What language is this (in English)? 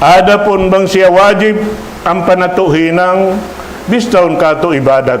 Tausug